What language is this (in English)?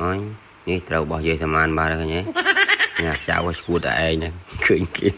Khmer